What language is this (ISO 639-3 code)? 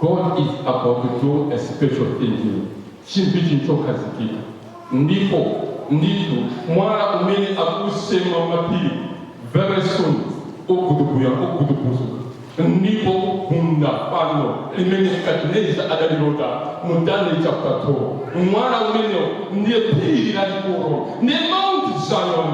nya